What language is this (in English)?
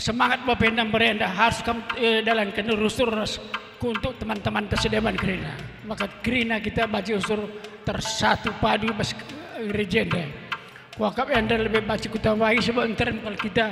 Batak Karo